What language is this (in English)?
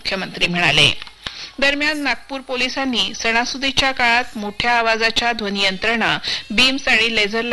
Marathi